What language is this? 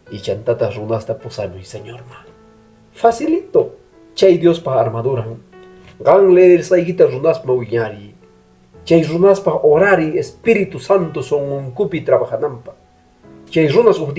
Quechua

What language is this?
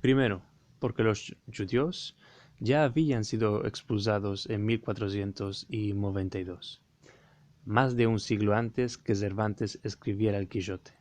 Ladino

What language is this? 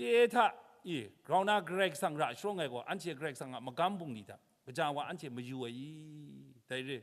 Kachin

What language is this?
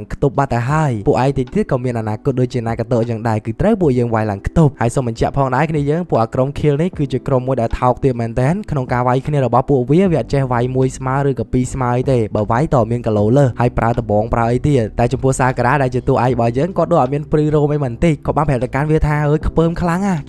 Khmer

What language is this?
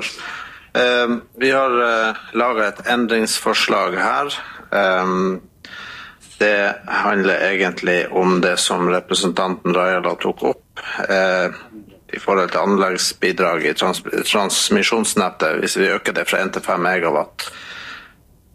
Norwegian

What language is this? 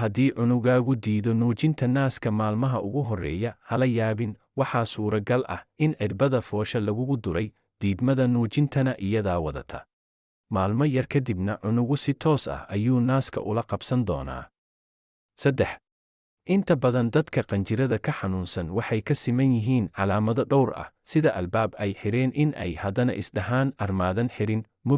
Somali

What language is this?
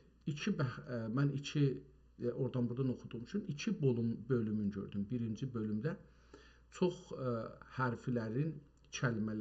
South Azerbaijani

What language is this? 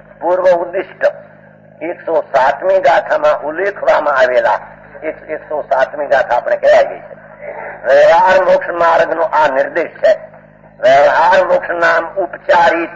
Gujarati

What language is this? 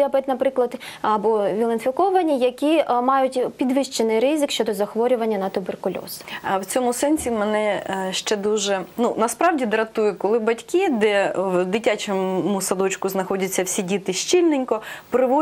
Ukrainian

